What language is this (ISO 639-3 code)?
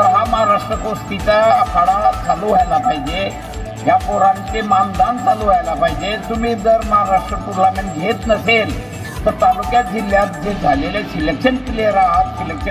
mar